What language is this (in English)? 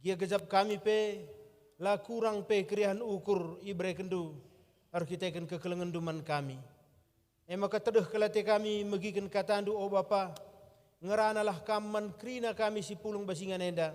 Batak Karo